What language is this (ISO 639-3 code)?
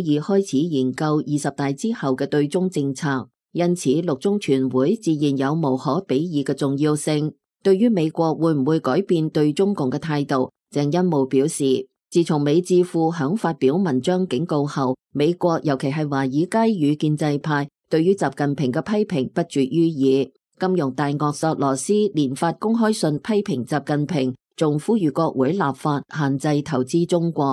yue